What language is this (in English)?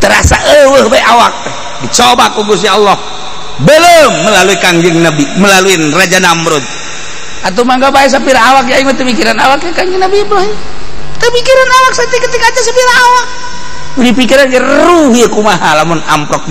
Sundanese